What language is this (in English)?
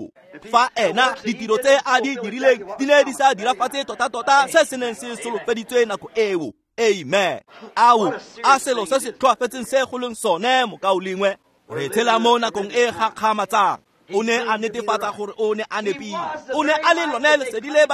Tswana